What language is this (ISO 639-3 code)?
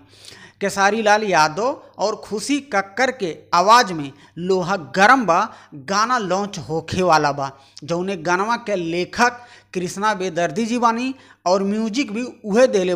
bho